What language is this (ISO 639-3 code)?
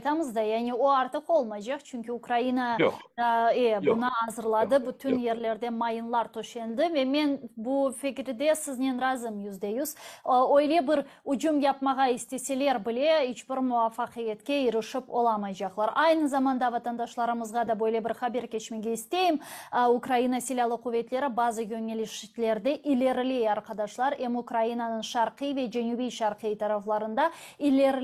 crh